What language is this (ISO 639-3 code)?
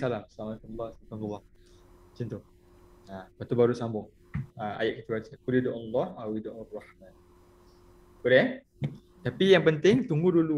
msa